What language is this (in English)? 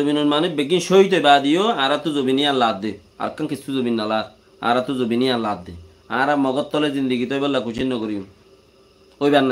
Rohingya